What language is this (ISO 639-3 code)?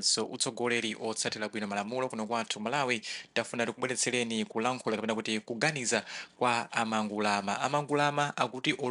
nya